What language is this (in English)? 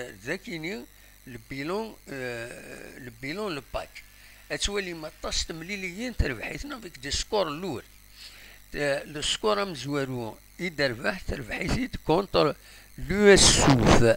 Kabyle